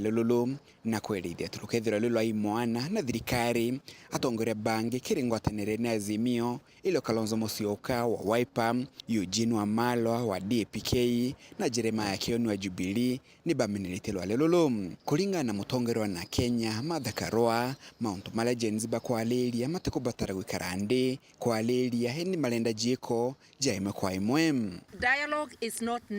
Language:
Meru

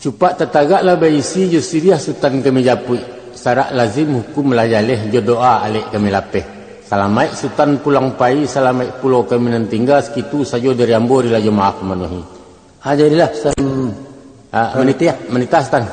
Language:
Minangkabau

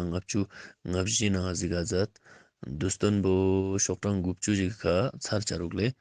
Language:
Ladakhi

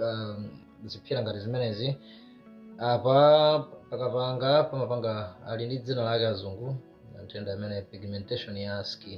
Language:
Nyanja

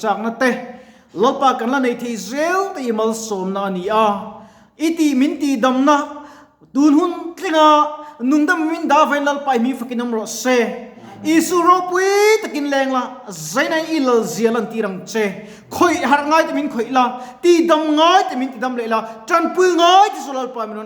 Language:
Mizo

